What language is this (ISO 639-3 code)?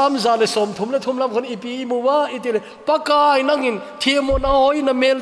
tcz